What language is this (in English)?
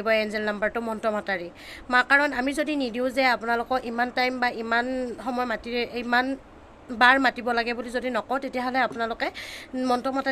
Assamese